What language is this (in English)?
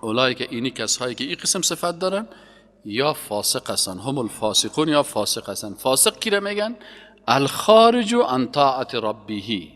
Persian